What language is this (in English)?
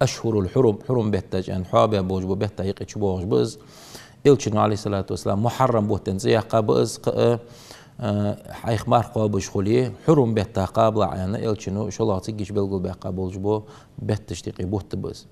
Ingush